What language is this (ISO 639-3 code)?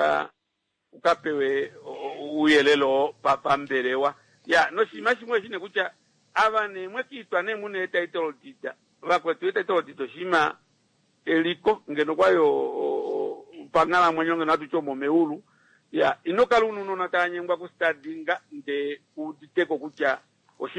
kua